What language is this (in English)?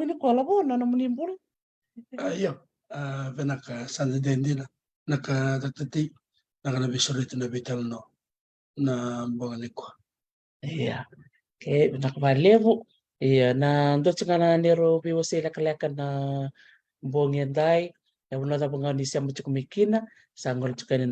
Fijian